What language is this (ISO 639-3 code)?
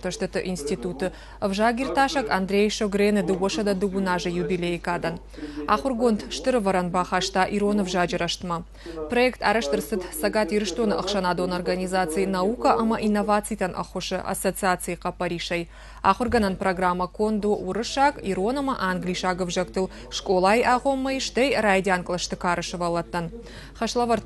oss